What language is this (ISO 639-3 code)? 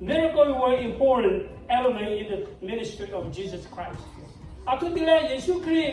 lhu